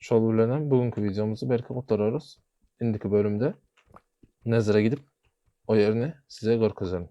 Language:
Turkmen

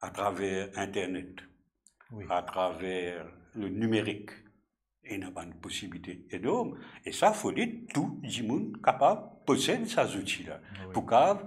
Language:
Morisyen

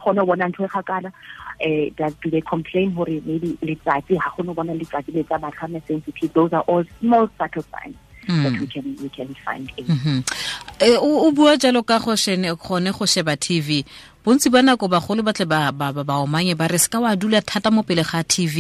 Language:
Tswana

